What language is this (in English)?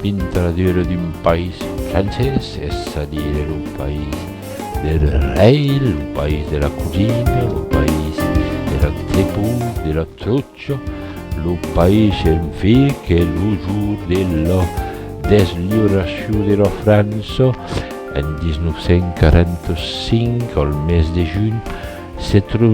Occitan